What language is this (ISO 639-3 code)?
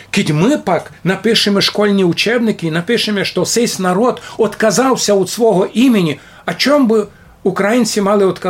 rue